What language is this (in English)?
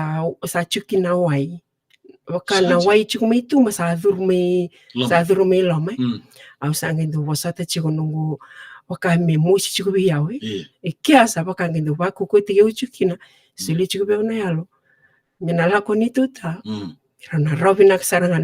Fijian